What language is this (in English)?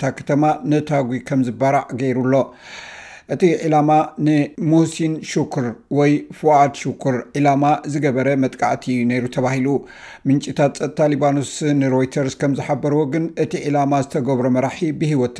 Tigrinya